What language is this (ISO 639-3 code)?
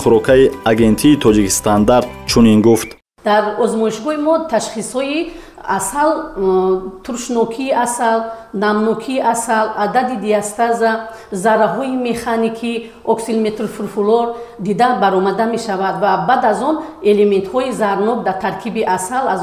tgk